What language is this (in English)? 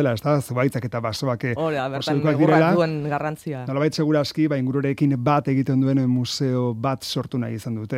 Basque